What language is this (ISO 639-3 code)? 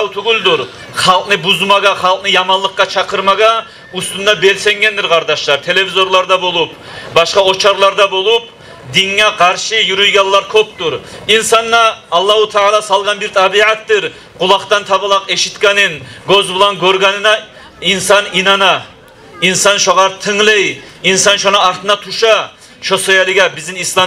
kum